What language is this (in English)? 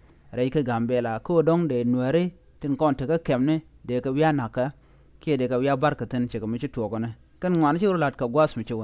Nuer